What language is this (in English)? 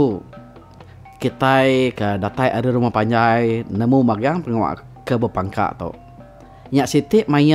Iban